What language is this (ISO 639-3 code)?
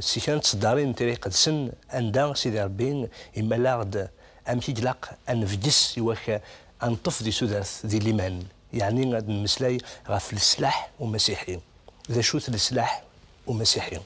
kab